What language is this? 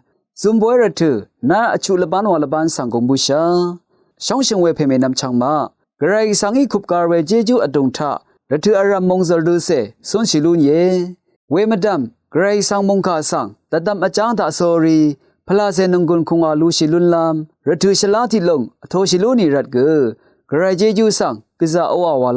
Rawang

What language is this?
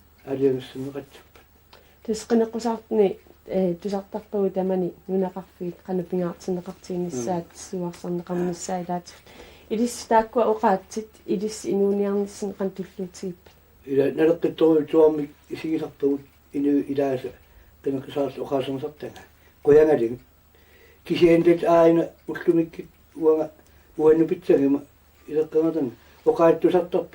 Kalaallisut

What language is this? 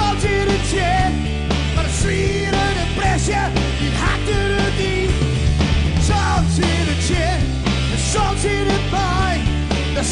Western Frisian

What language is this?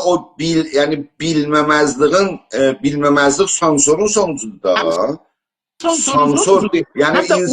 South Azerbaijani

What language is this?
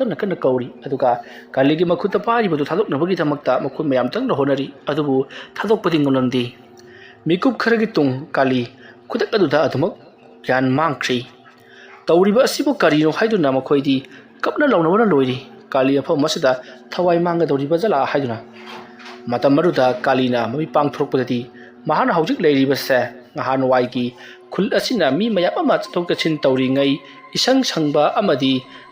Manipuri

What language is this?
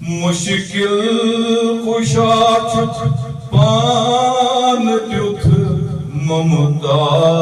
Kashmiri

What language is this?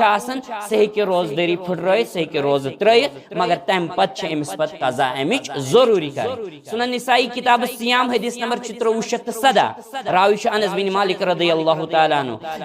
Kashmiri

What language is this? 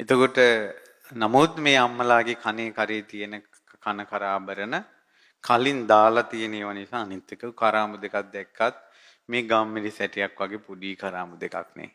Sinhala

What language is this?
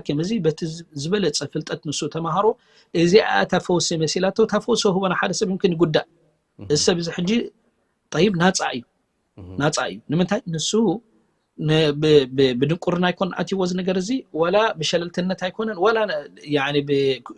Tigrinya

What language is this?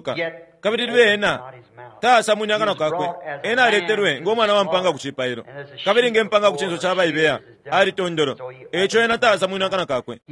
Bemba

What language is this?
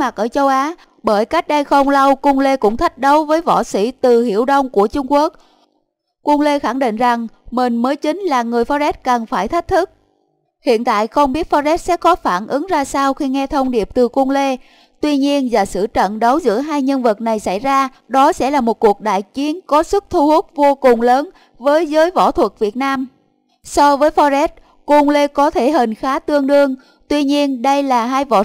Vietnamese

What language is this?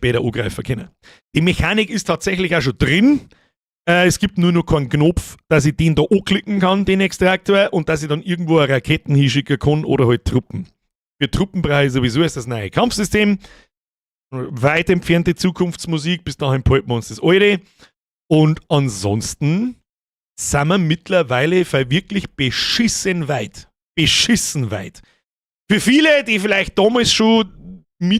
Bavarian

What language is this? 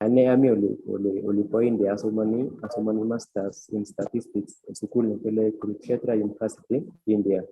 Kalenjin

